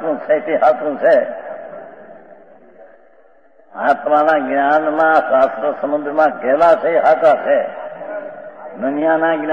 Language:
Gujarati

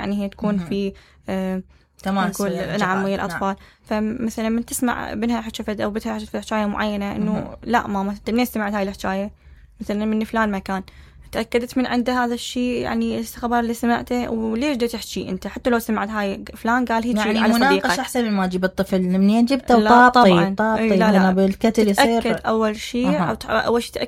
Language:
Mesopotamian Arabic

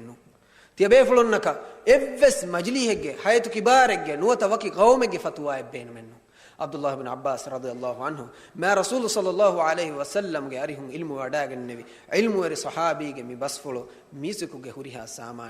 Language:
Divehi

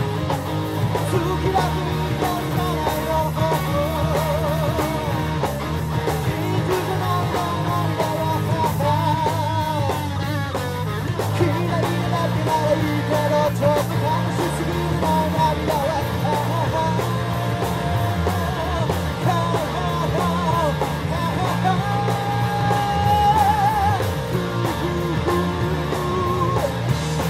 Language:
Japanese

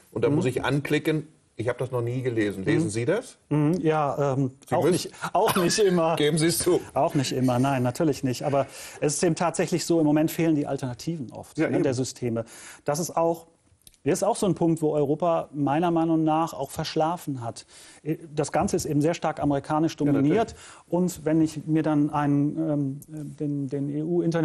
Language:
German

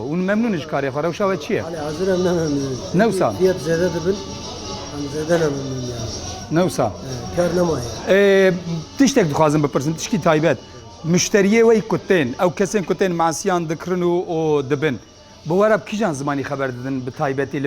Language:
Kurdish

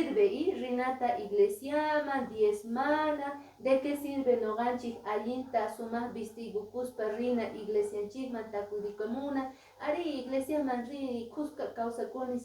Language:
Quechua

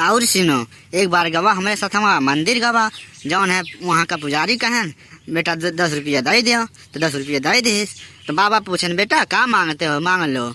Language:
Awadhi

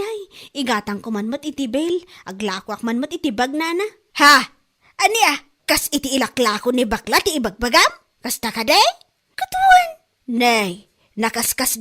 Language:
Iloko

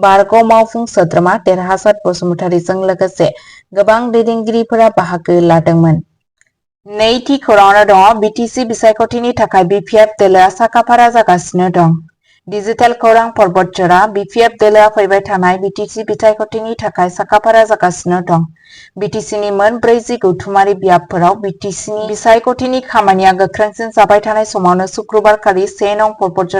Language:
Bodo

